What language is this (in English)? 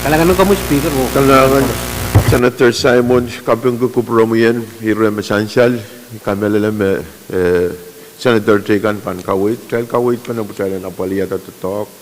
Pohnpeian